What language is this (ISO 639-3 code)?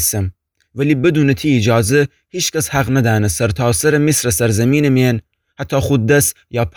glk